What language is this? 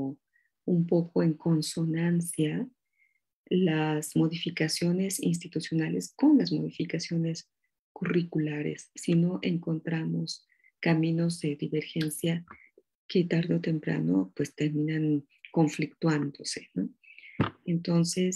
Spanish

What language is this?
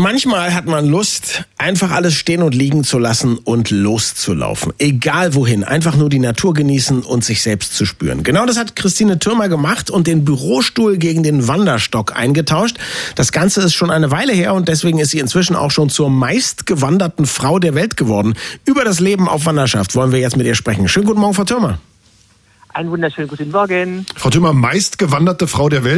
German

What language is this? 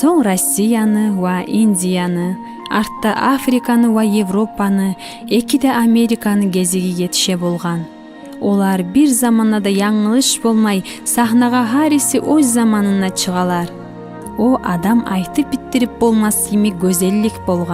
Kumyk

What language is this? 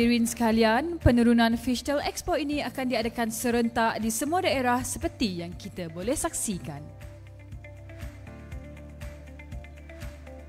Malay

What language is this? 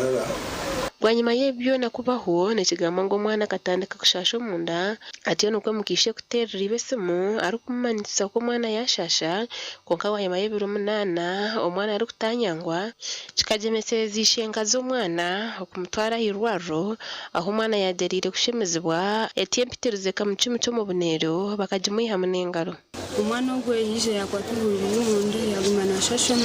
Nyankole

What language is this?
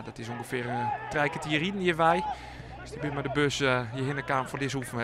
Western Frisian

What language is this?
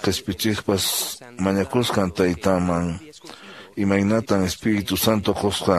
Quechua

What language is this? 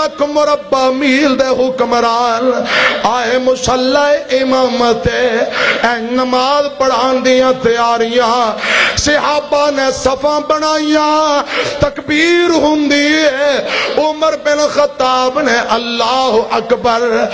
Western Panjabi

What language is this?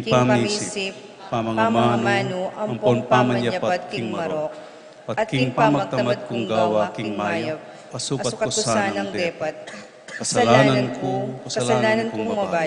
Pampanga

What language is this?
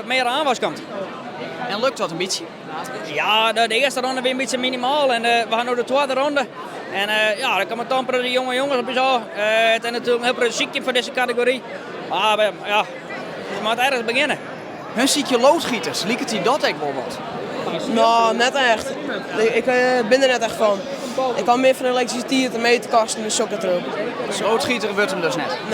Western Frisian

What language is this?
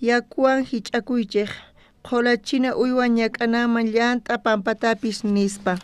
South Bolivian Quechua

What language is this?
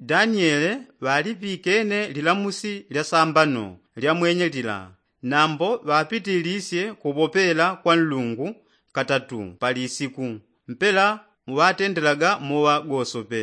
Yao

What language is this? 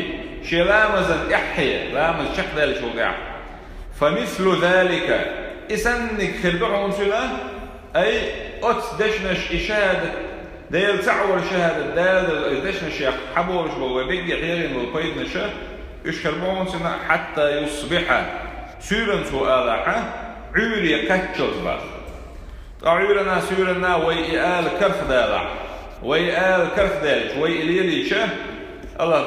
Chechen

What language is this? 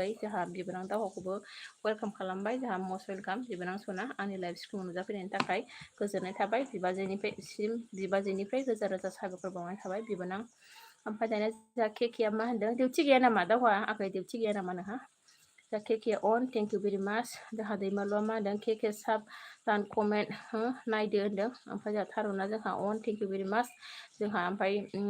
Bodo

